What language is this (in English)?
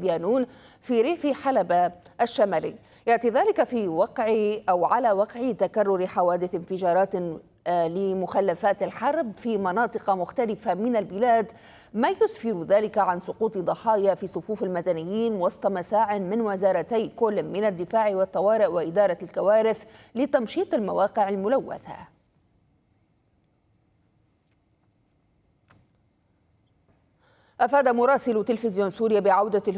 Arabic